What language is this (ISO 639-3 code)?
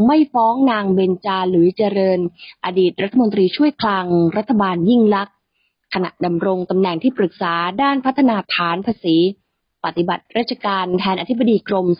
tha